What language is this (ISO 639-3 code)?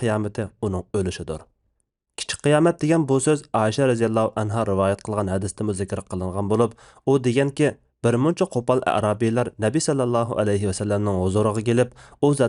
uig